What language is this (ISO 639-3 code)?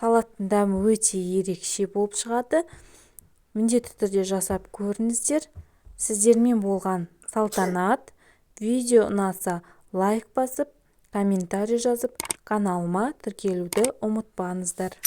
kaz